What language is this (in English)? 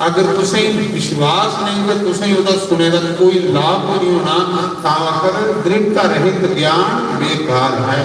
Dogri